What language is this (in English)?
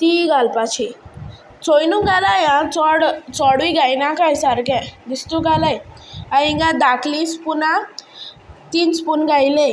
Konkani